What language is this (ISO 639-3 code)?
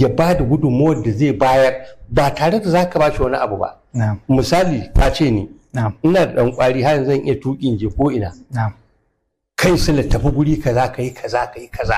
hau